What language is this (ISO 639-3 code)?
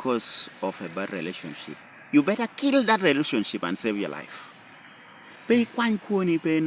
laj